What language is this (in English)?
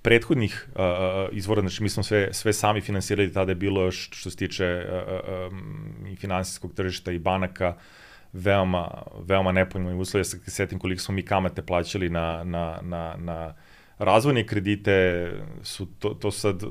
Serbian